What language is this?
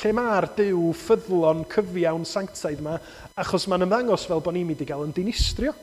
Welsh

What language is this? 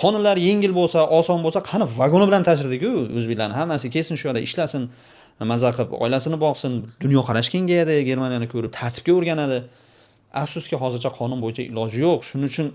Uzbek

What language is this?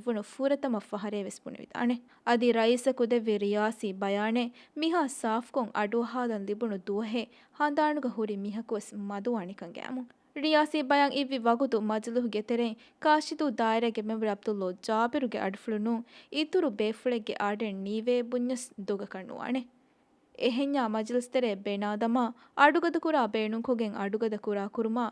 Divehi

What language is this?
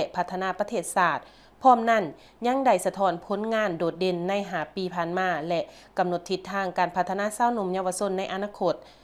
Lao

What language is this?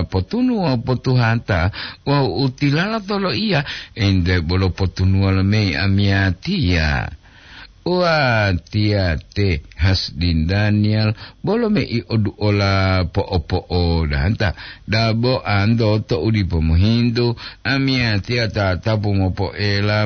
Gorontalo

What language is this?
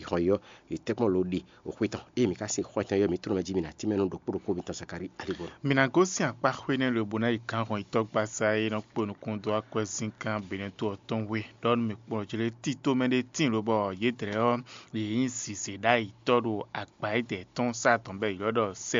Fon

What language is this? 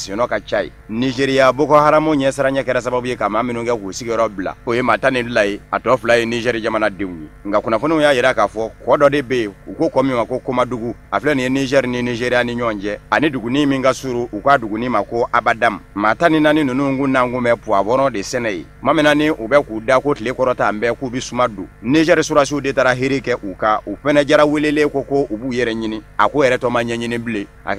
Bambara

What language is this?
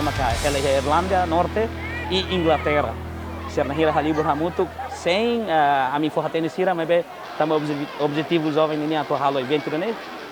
Tetum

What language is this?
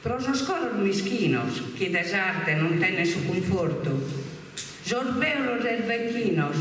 Sardinian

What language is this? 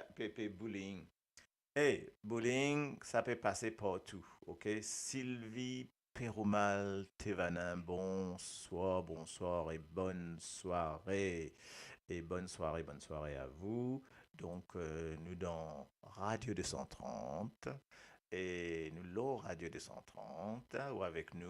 Morisyen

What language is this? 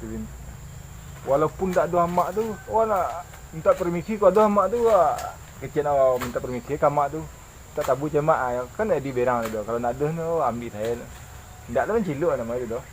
Minangkabau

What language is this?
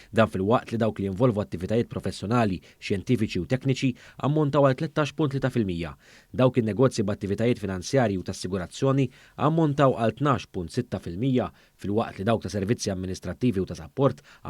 Maltese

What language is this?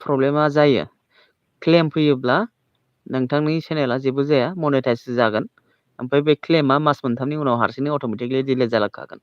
Bodo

